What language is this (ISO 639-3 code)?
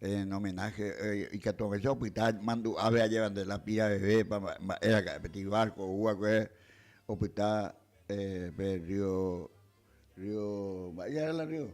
grn